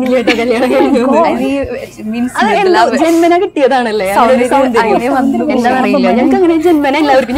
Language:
Malayalam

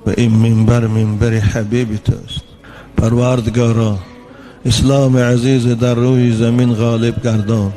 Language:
Tajik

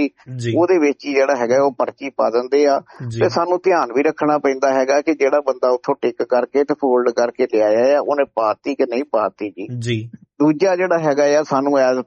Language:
Punjabi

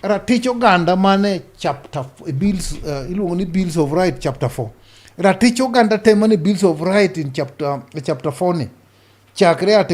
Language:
Luo (Kenya and Tanzania)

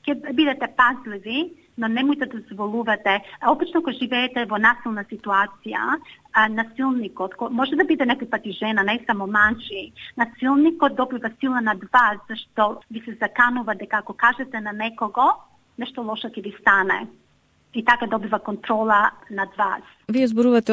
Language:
Macedonian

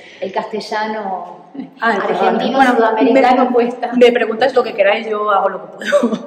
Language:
Spanish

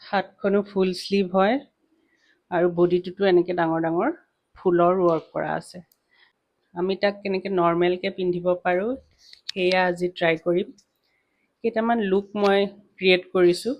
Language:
Assamese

